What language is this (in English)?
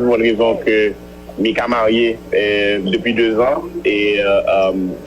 Haitian Creole